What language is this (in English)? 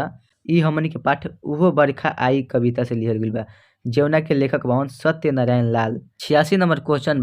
Bhojpuri